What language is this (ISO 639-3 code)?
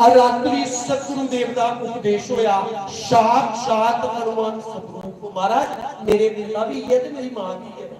doi